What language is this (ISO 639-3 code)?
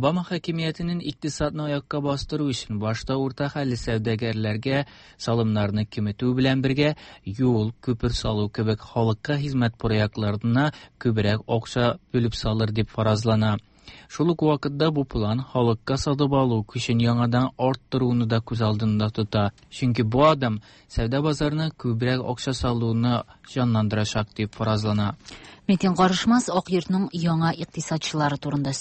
tat